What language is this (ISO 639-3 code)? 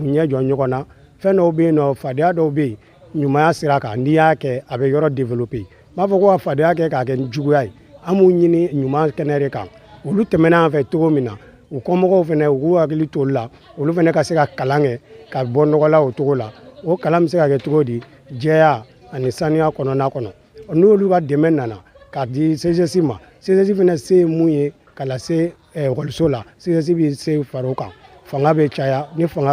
bam